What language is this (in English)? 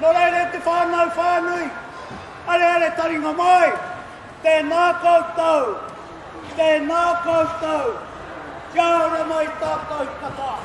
Māori